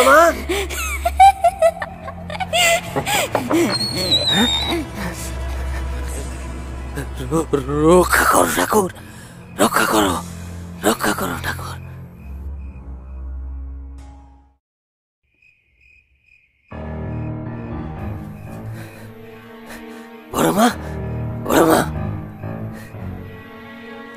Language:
Bangla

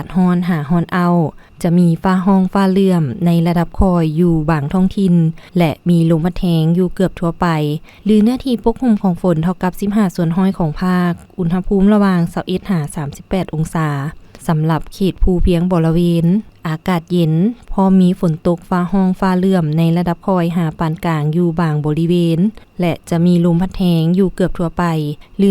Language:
Lao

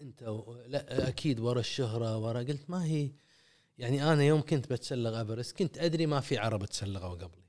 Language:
Gulf Arabic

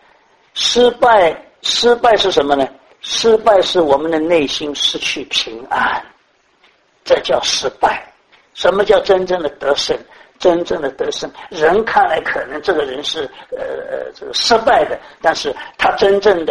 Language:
Chinese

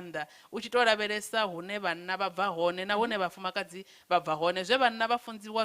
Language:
Venda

